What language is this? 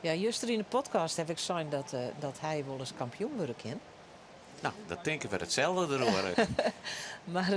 Western Frisian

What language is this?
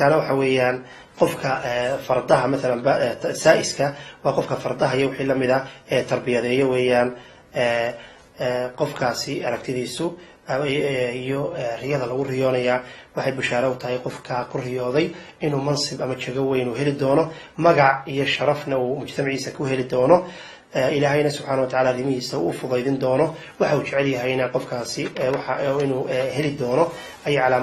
Somali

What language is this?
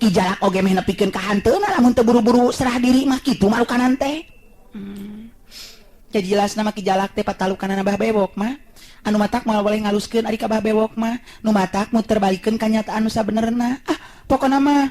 Sundanese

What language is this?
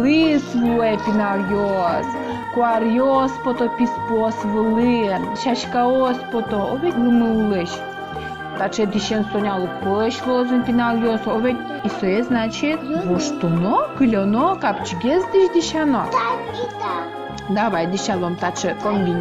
Udmurt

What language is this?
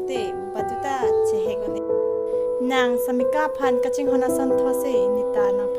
Karbi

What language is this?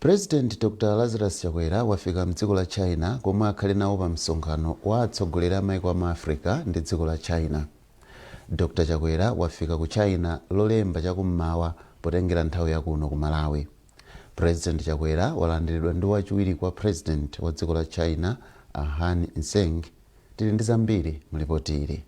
Nyanja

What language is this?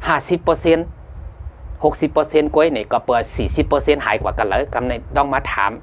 Shan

